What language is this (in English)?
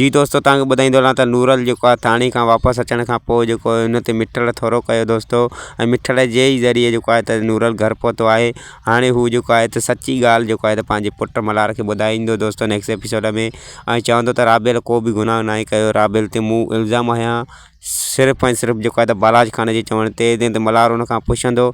Sindhi